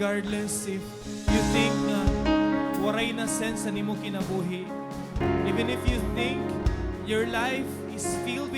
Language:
Waray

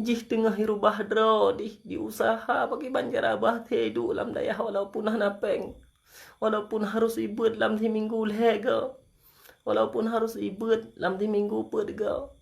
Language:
Achinese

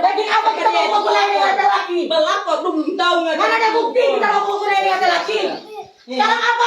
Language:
Manado Malay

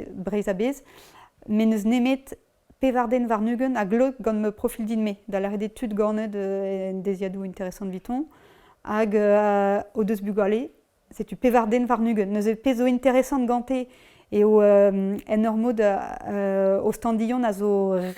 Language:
Breton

